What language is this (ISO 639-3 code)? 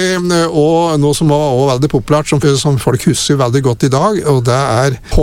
nor